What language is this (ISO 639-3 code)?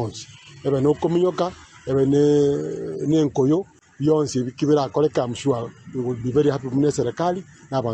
guz